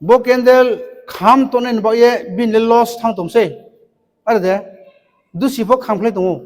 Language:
Riang (India)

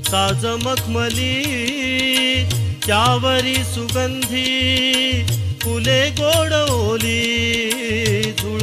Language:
Marathi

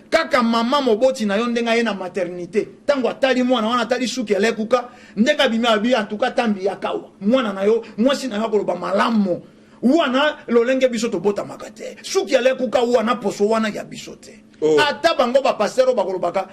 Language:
Lingala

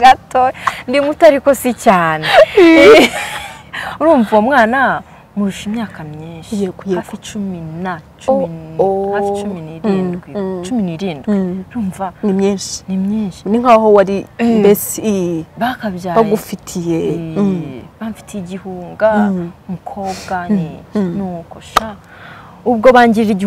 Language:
Kinyarwanda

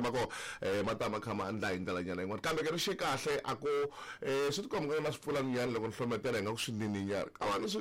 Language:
Tsonga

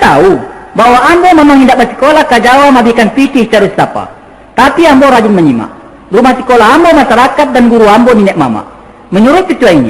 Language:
Minangkabau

